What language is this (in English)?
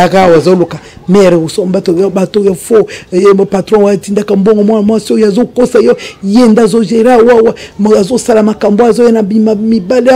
Lingala